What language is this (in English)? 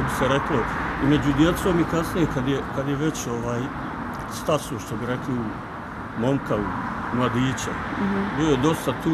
Bosnian